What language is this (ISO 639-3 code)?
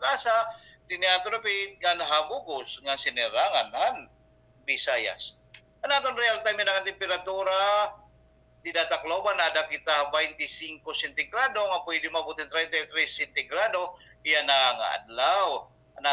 war